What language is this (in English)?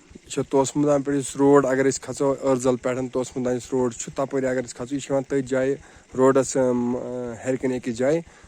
Kashmiri